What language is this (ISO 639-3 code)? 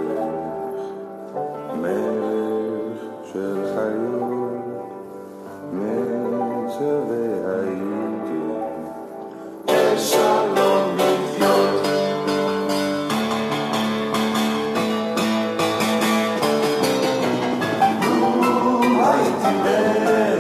heb